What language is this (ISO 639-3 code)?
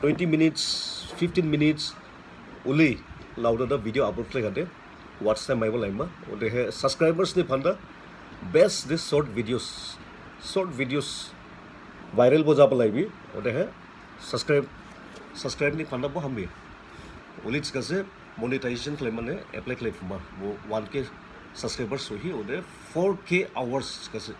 dis